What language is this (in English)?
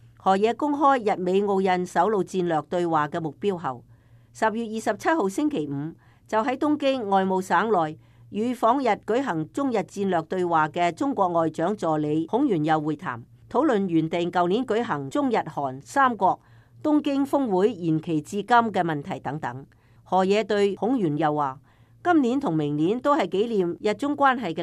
Cantonese